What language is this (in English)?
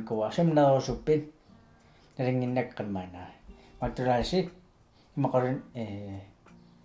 Kalaallisut